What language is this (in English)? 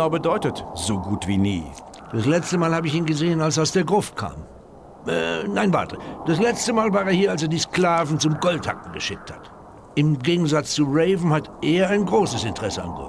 Bavarian